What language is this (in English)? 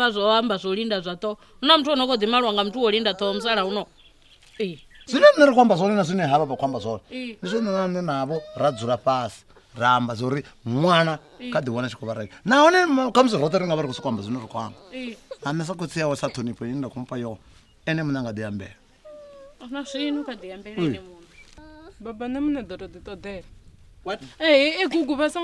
Venda